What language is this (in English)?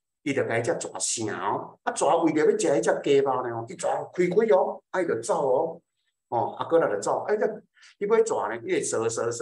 Min Nan Chinese